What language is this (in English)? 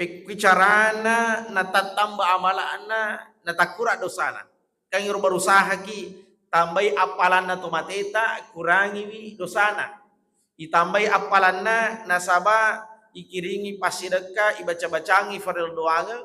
Buginese